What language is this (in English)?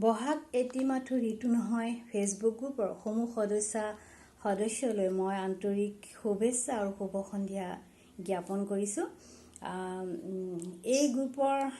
Assamese